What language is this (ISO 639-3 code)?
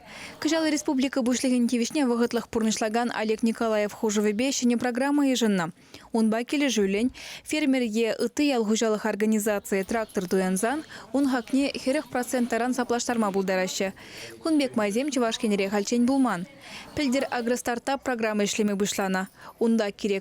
chv